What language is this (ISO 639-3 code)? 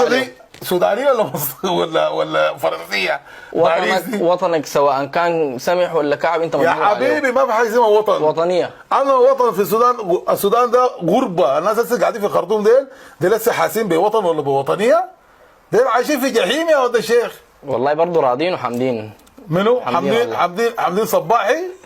apd